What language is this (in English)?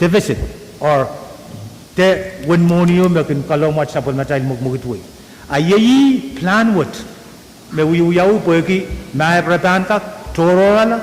Pohnpeian